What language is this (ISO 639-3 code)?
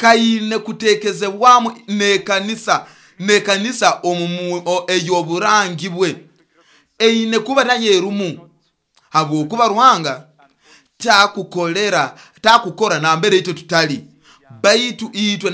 nyo